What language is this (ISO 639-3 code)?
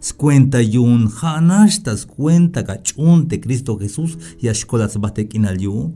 tzh